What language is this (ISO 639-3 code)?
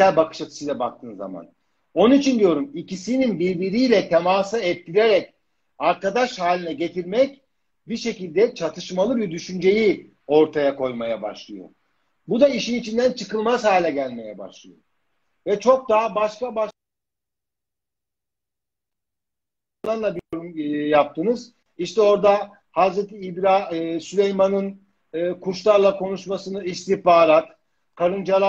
tur